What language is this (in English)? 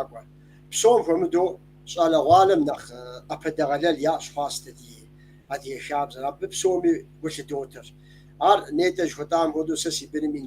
Kabardian